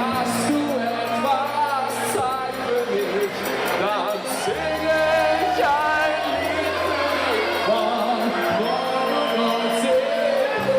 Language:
Bavarian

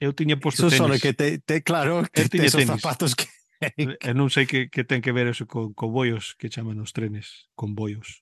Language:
Galician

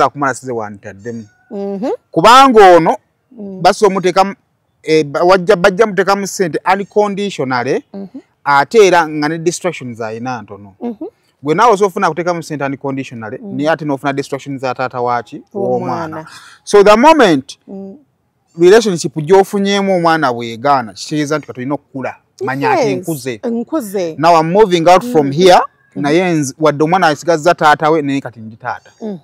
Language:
Ganda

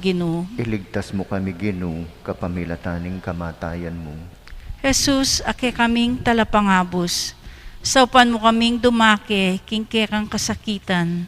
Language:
Pampanga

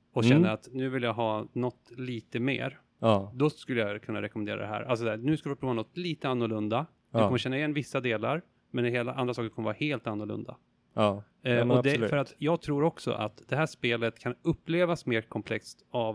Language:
Swedish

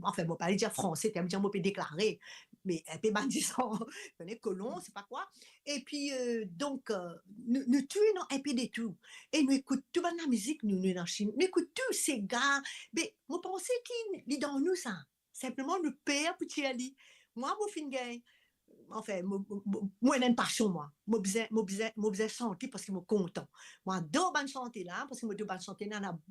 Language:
Morisyen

